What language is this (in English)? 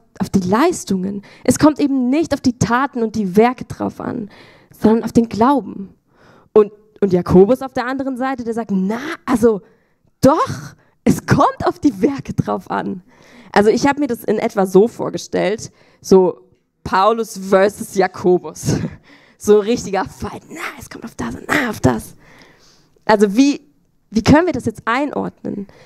Swiss German